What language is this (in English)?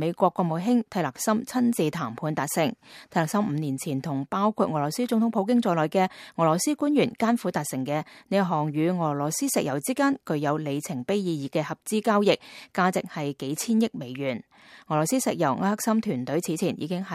Cantonese